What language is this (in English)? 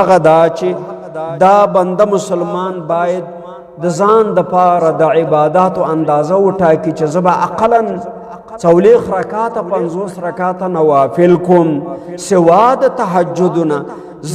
Pashto